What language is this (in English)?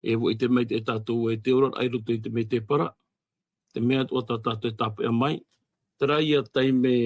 Tahitian